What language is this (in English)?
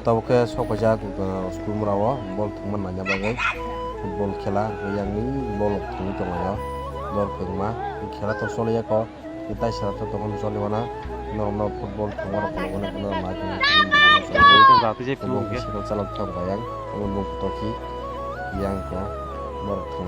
Kok Borok